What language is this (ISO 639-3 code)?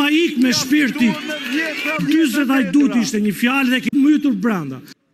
sqi